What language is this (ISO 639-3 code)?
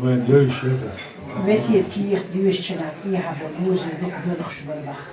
che